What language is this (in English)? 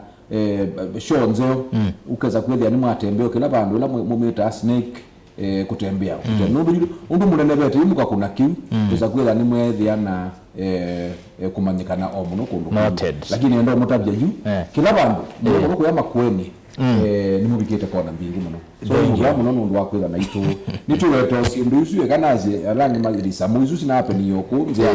Kamba